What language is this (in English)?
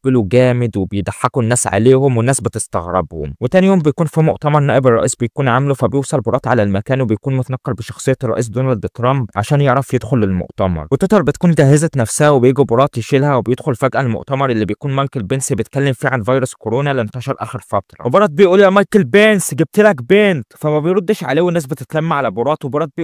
Egyptian Arabic